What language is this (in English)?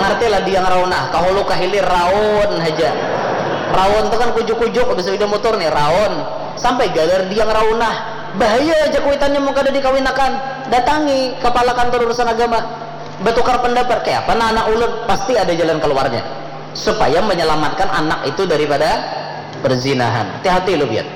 Banjar